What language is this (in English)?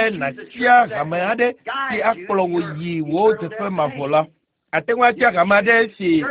Ewe